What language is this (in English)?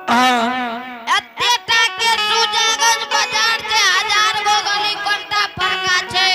Angika